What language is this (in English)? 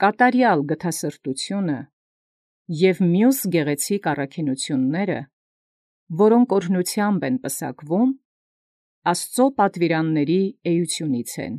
Armenian